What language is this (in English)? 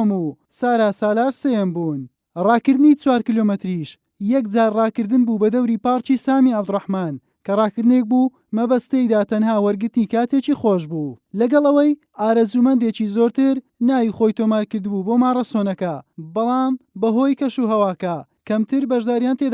Central Kurdish